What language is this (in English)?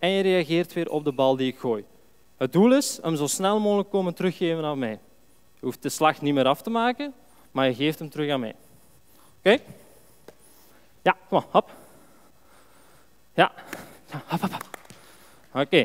Dutch